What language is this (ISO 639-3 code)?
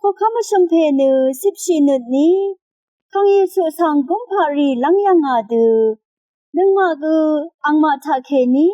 raw